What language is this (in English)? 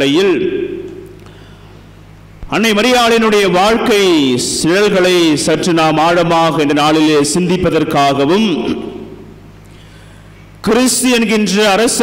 Tamil